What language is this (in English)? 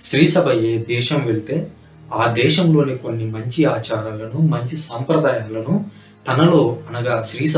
Telugu